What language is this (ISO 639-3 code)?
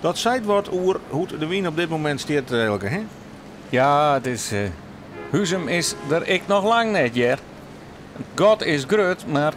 fry